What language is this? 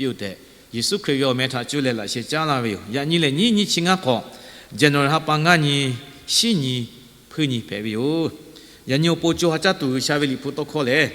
Lahu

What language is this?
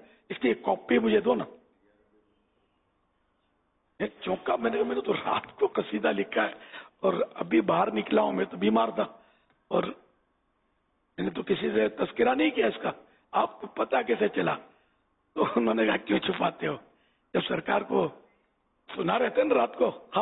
Urdu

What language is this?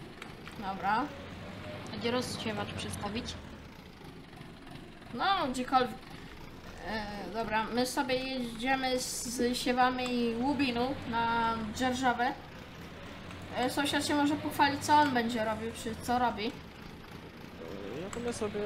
Polish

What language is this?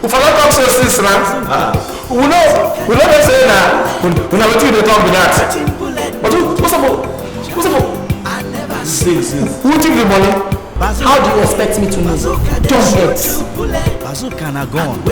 Nigerian Pidgin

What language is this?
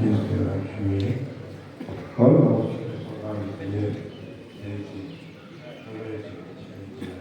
Tibetan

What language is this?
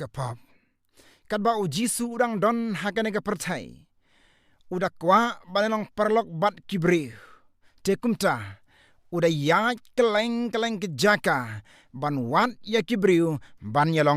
Khasi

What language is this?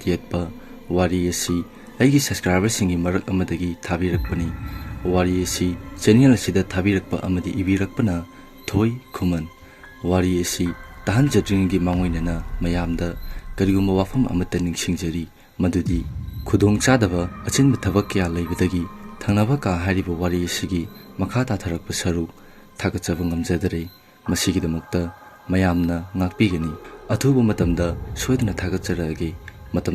Manipuri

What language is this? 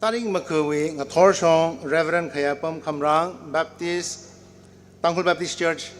Tangkhul Naga (India)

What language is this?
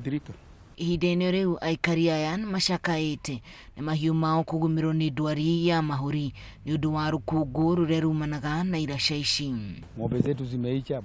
Kikuyu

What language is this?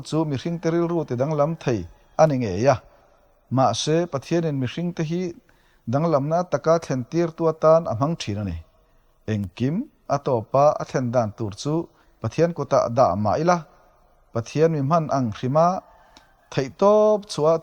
Mizo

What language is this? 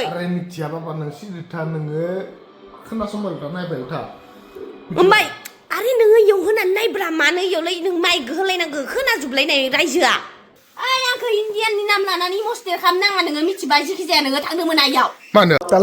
Bodo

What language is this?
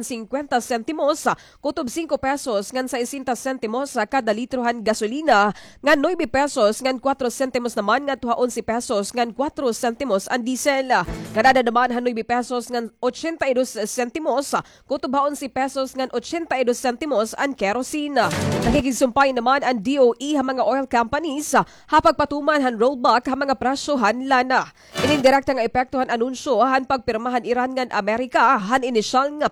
Waray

